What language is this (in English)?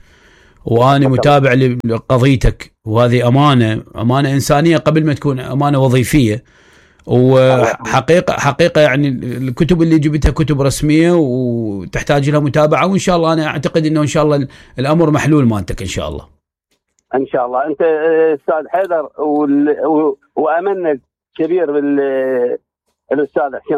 Mesopotamian Arabic